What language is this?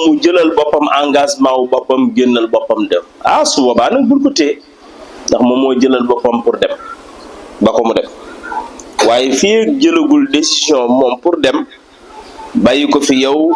Wolof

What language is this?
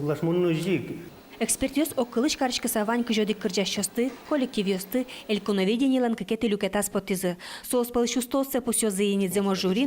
Udmurt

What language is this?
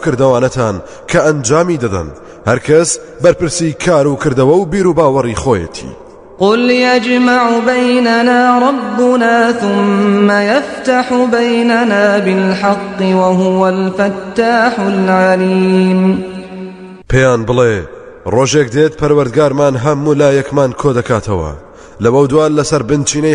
Central Kurdish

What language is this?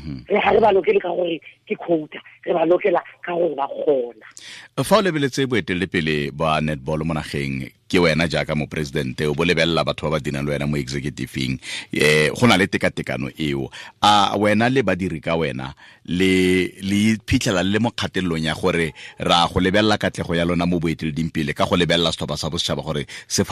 Tswana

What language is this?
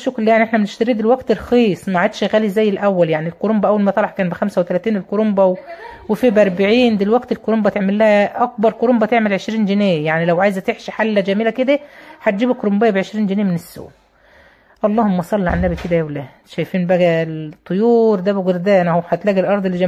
Egyptian Arabic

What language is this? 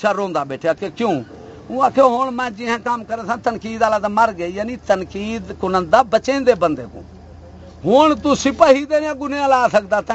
Saraiki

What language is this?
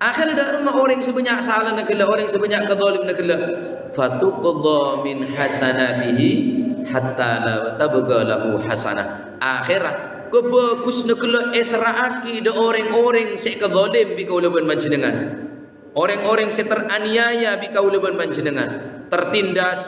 Madurese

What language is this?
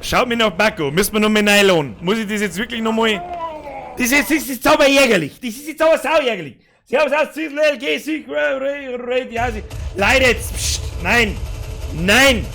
Bavarian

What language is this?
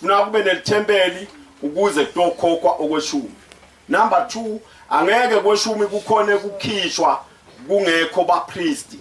Zulu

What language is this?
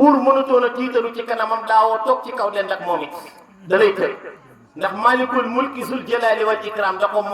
Wolof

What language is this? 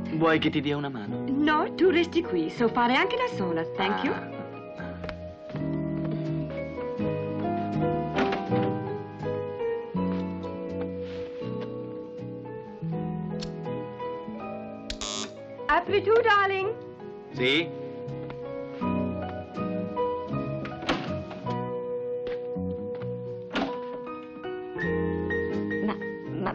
Italian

